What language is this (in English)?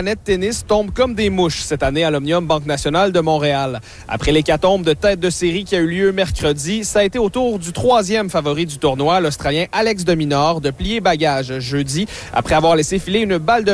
French